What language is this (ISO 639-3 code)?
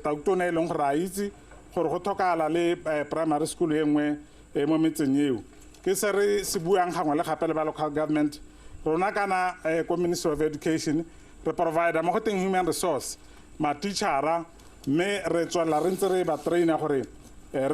tsn